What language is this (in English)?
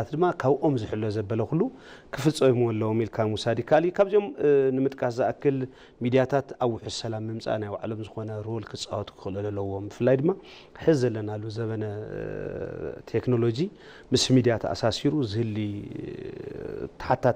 Tigrinya